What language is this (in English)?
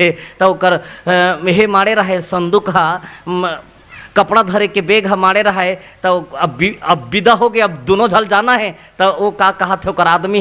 Chhattisgarhi